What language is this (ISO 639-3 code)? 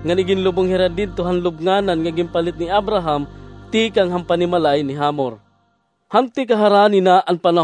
war